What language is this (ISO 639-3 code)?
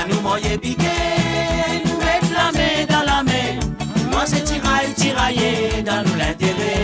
mfe